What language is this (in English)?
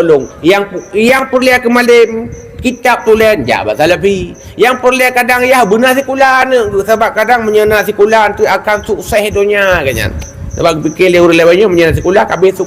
Achinese